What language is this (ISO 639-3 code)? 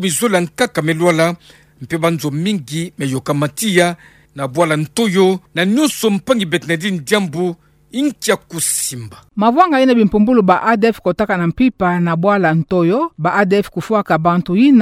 ktu